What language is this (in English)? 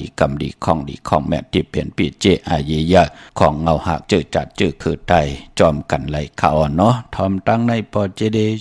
Shan